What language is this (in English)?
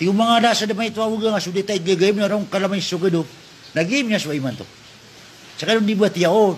Maranao